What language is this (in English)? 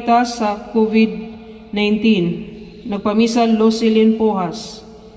Cebuano